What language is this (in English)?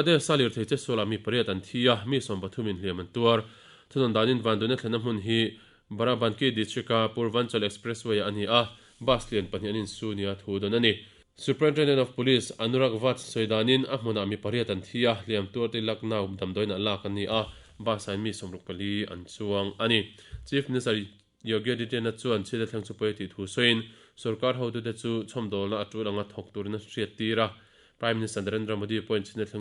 Mizo